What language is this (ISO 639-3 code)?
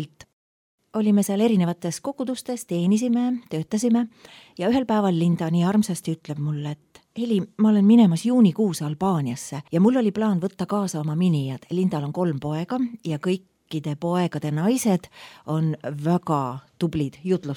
est